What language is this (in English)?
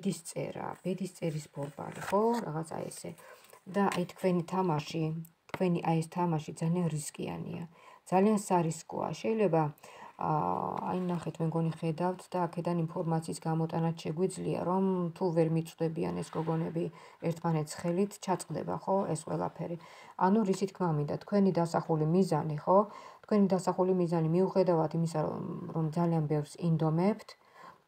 Georgian